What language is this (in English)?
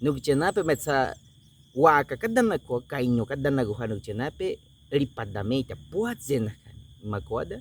Baniwa